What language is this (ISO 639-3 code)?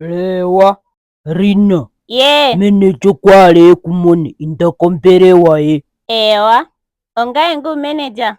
ndo